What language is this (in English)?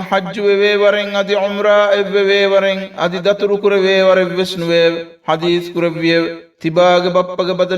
Divehi